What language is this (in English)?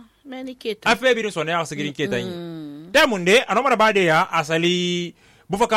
Susu